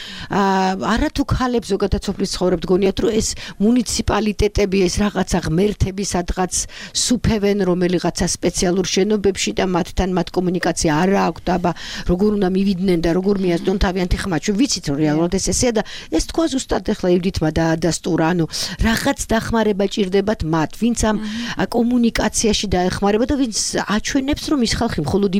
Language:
Georgian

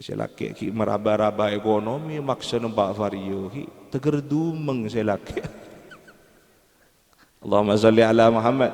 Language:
Madurese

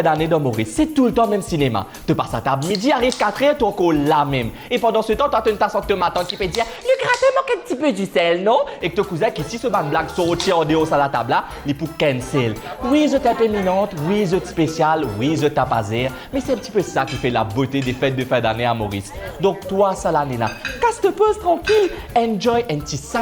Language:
Morisyen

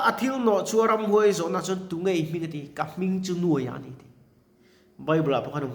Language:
Mizo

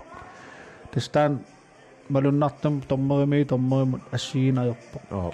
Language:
Kalaallisut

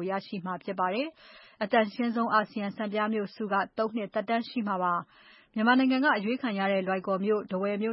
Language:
Burmese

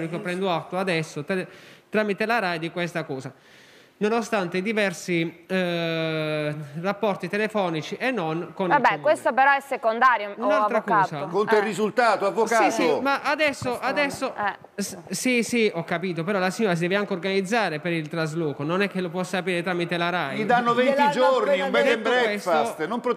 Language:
Italian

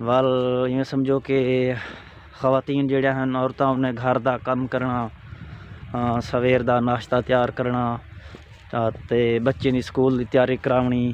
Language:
Saraiki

